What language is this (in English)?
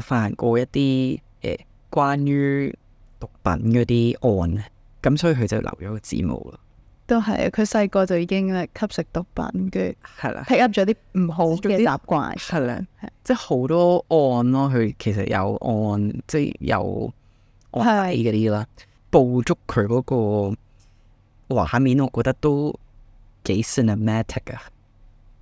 Cantonese